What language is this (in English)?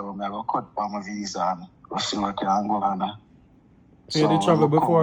Jamaican Creole English